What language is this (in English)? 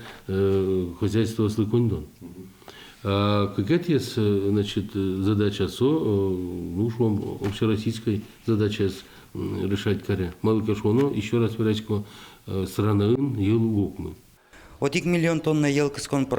Udmurt